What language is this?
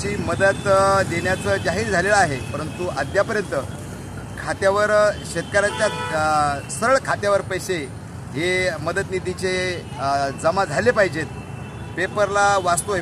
Marathi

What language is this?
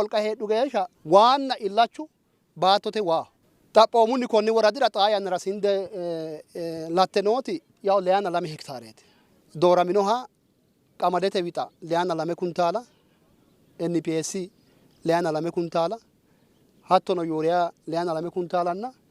Sidamo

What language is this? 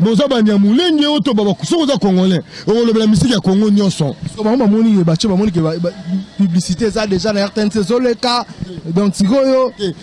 Lingala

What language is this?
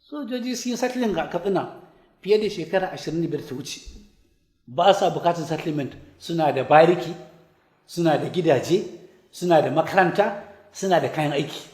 Hausa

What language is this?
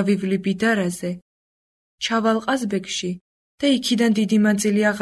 Georgian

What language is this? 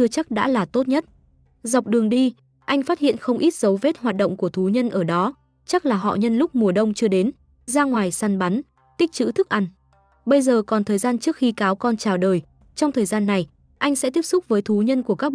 Vietnamese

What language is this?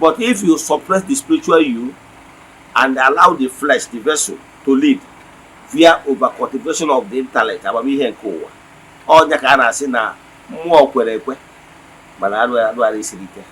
Igbo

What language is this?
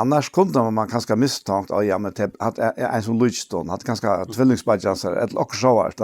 Faroese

